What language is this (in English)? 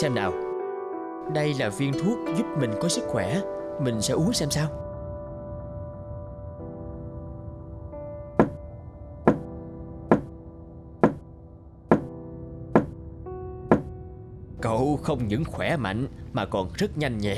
Vietnamese